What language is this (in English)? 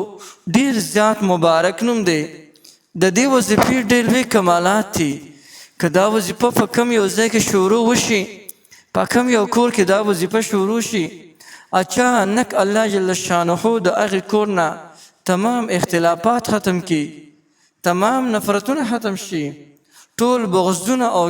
Pashto